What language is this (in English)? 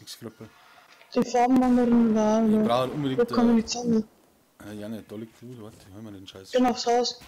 Bavarian